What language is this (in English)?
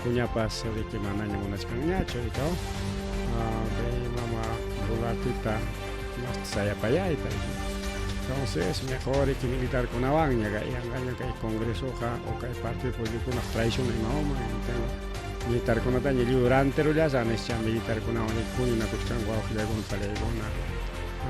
Ayacucho Quechua